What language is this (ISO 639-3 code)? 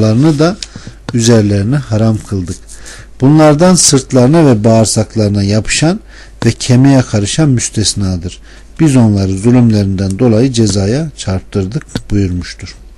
tur